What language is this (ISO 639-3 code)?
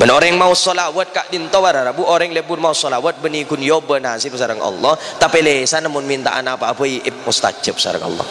mad